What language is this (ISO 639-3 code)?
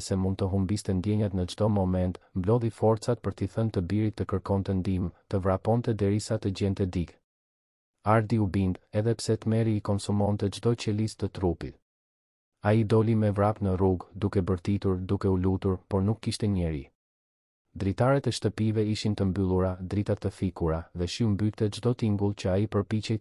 sqi